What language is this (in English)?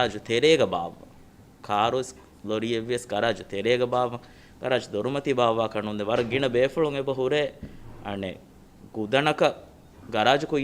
Divehi